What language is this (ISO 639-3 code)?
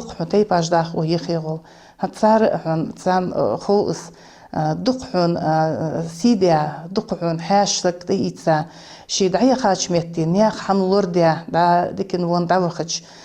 inh